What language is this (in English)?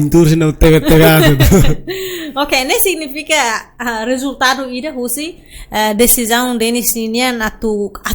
Tetum